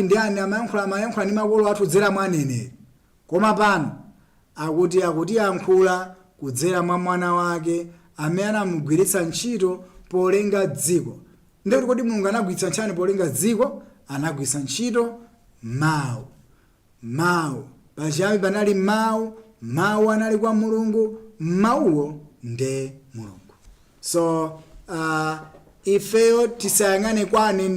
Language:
Nyanja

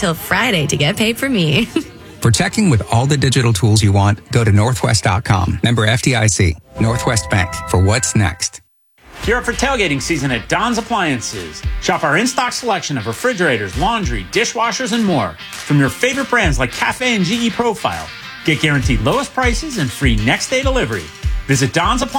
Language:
English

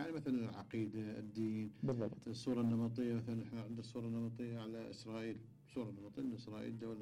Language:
Mesopotamian Arabic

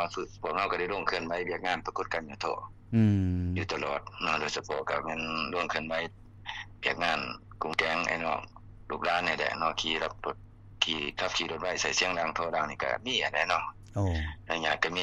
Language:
Lao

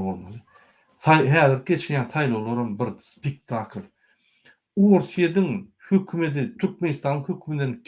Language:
Turkmen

